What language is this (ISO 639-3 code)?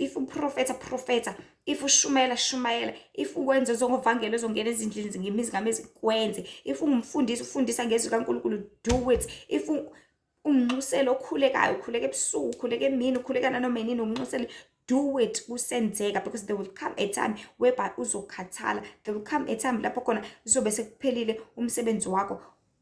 zul